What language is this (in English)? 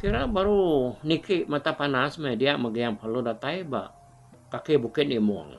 Iban